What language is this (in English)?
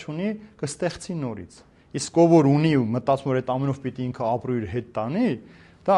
Armenian